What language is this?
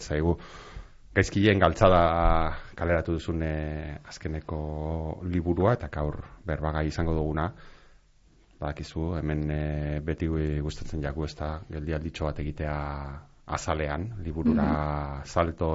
Basque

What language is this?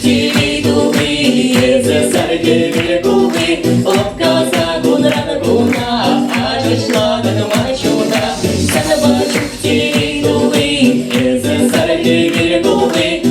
Chuvash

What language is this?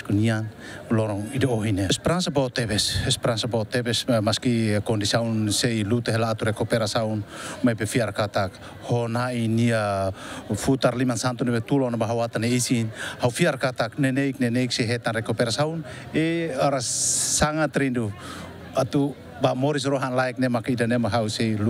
Tetum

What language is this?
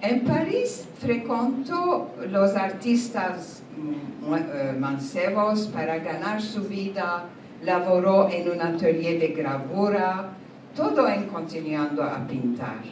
Ladino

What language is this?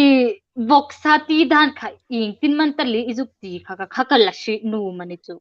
Hmar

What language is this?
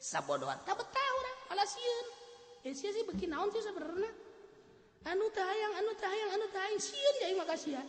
Sundanese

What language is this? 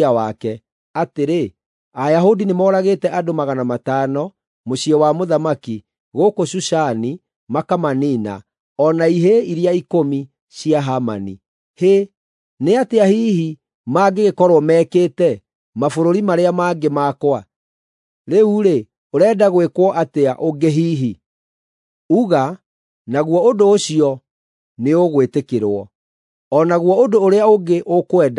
Kikuyu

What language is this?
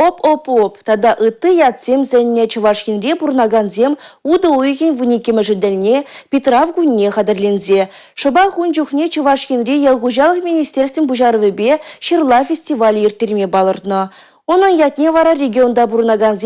Chuvash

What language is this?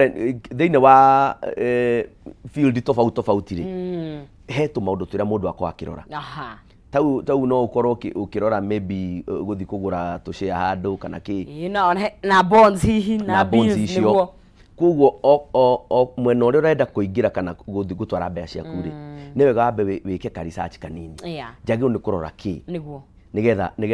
Kikuyu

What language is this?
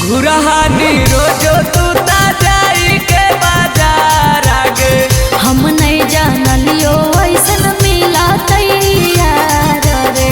Magahi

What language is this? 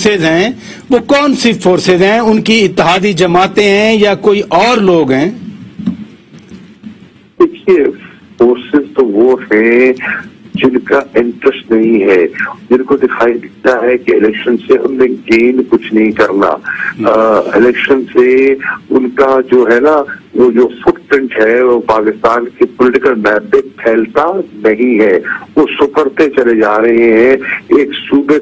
Urdu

